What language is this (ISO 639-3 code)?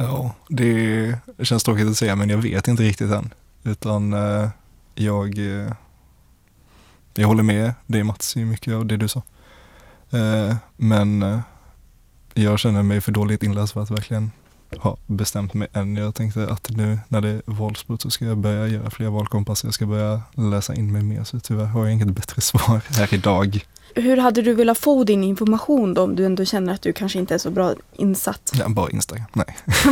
swe